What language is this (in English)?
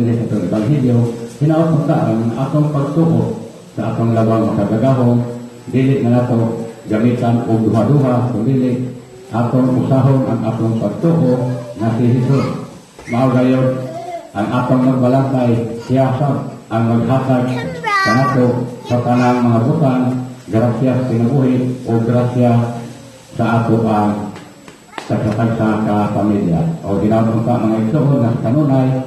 Cebuano